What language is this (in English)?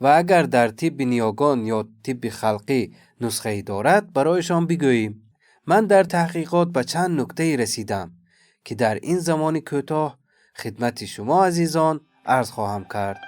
Tajik